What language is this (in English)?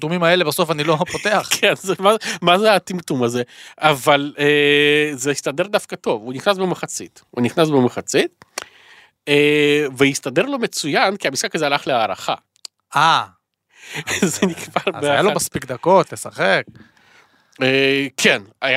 Hebrew